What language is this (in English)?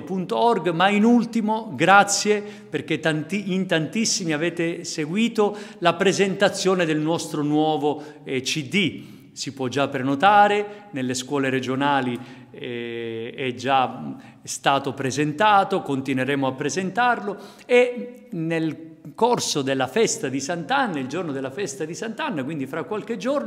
Italian